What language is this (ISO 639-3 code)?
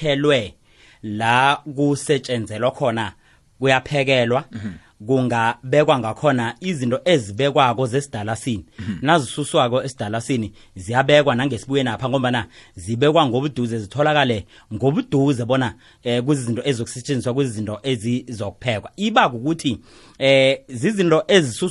nbl